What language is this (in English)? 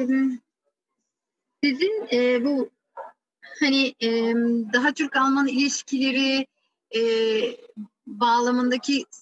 Turkish